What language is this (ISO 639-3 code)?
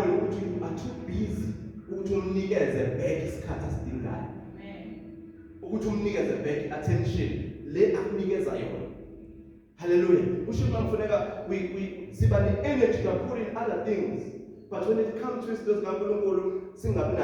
zul